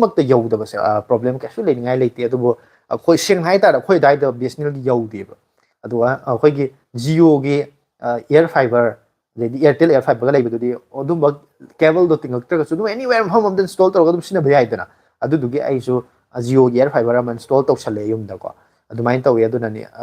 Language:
Manipuri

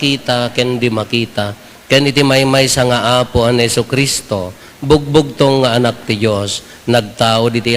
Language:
Iloko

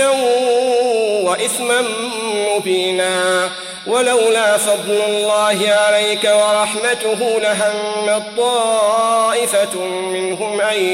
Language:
Arabic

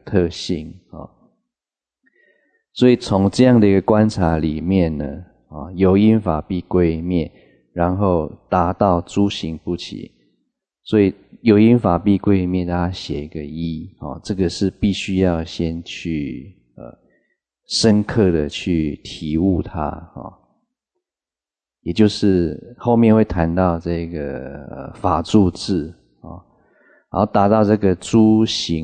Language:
Chinese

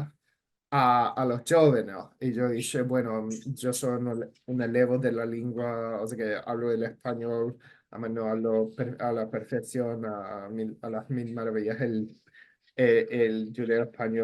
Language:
Ladino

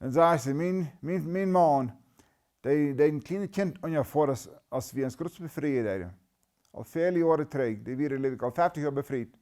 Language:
Plautdietsch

